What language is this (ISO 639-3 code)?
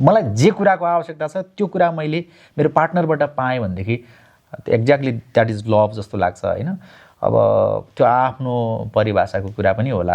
nep